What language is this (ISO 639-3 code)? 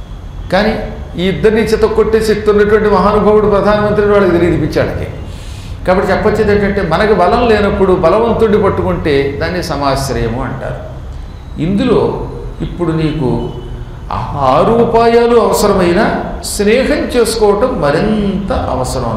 tel